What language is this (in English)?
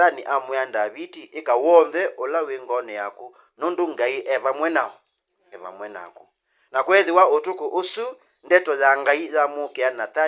Kamba